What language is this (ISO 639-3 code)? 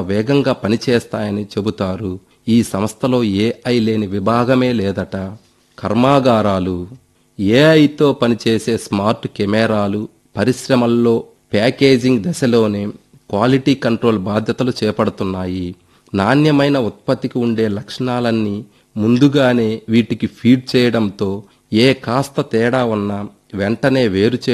tel